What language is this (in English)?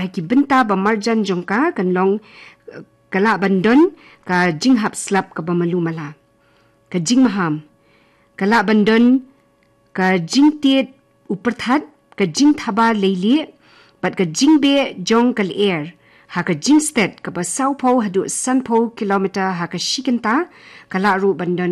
Khasi